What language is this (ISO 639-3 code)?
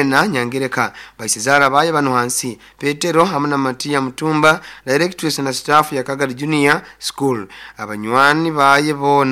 nyo